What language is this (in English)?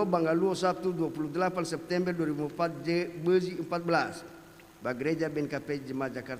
Nias